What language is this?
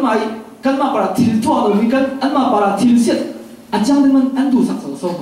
Falam Chin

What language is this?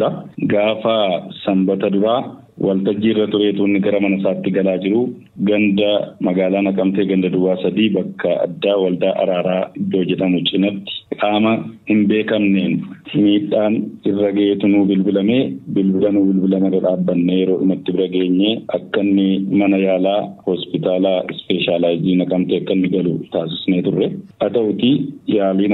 Oromo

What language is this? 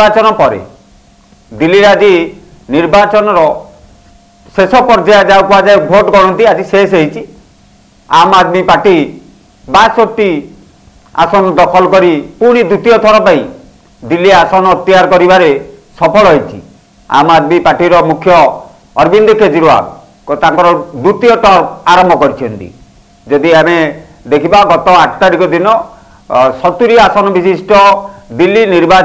Odia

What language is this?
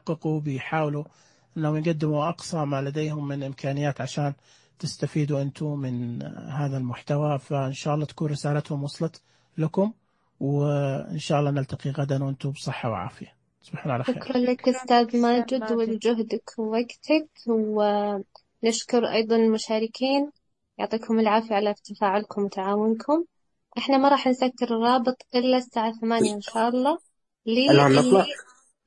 Najdi Arabic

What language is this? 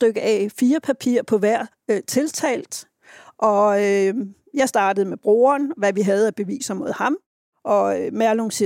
Danish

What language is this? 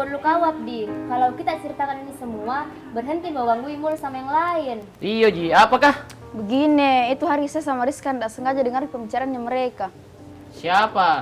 Makassar Malay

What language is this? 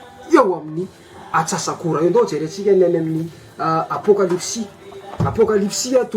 Malagasy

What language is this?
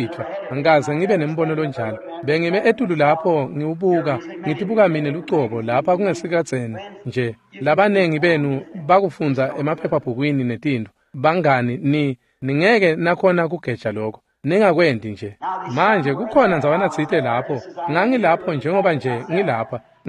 Swati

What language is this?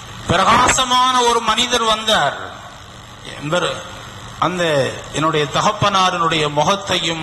Tamil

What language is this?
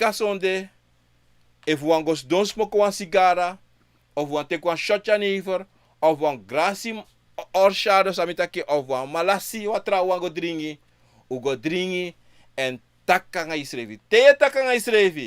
Sranan Tongo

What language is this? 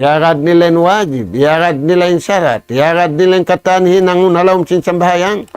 Tausug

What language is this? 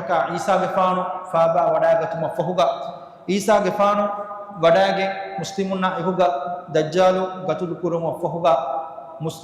Divehi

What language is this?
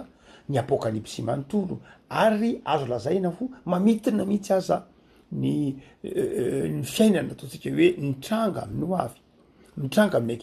Malagasy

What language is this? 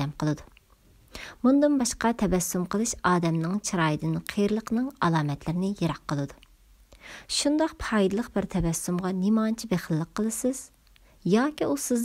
Uyghur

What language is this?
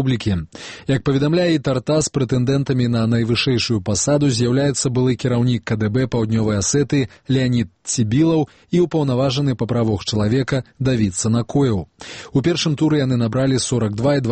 Belarusian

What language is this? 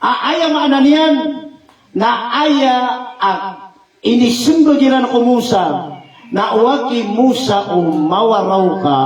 Maranao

